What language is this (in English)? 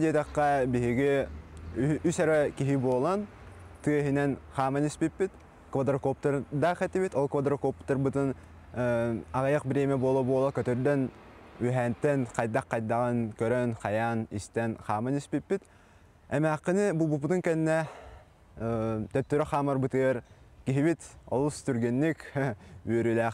Yakut